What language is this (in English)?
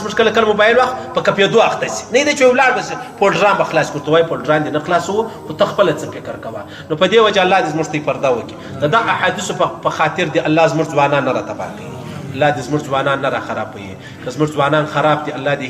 Pashto